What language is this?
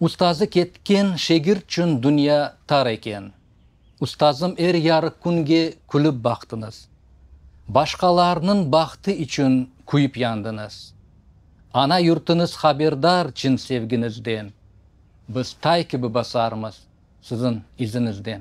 Crimean Tatar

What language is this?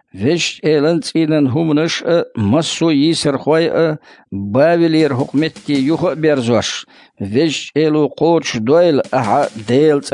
Chechen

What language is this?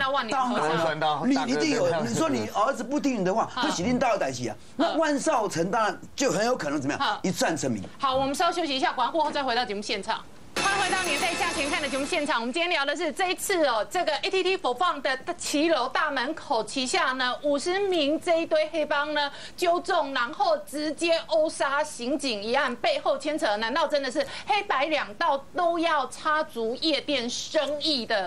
Chinese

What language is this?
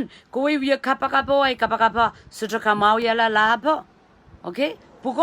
Pohnpeian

